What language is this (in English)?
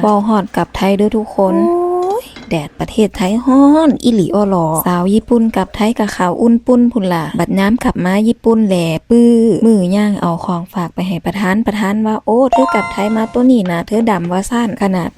Lao